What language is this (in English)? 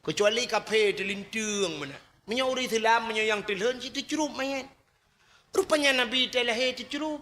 Achinese